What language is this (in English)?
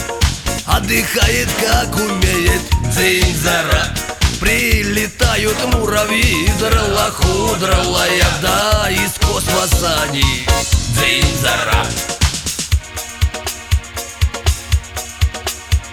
Russian